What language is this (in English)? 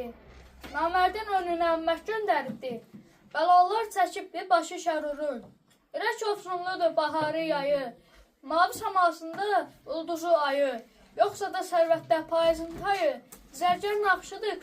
Azerbaijani